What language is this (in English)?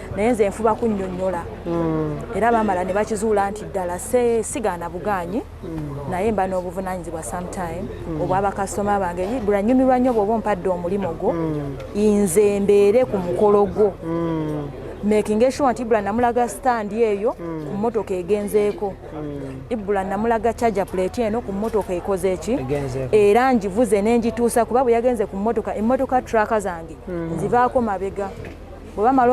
Ganda